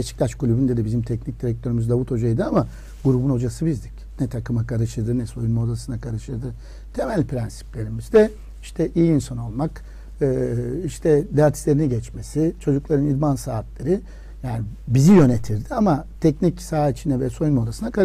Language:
Turkish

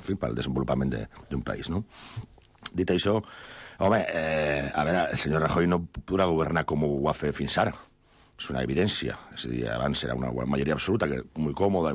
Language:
Catalan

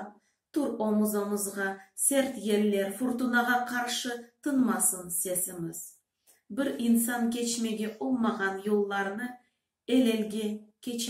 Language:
Crimean Tatar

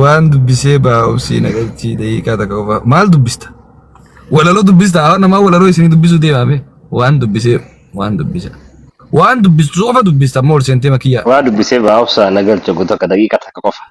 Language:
Oromo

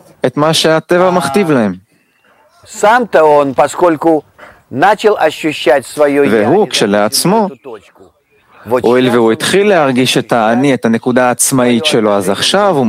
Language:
Hebrew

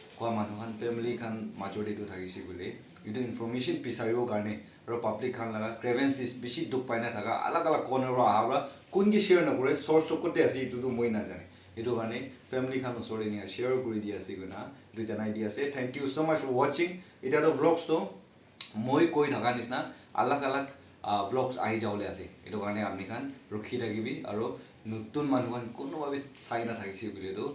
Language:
Naga Pidgin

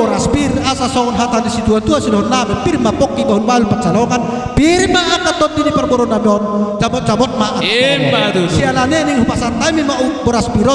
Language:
Batak Toba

